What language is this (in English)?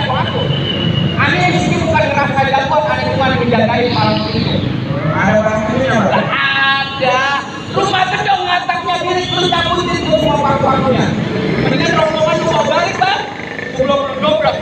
Betawi